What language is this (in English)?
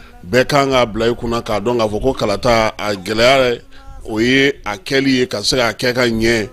Bambara